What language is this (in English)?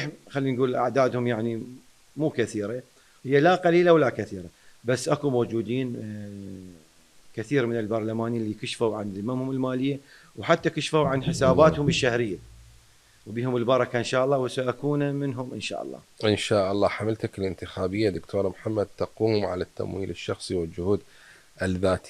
Mesopotamian Arabic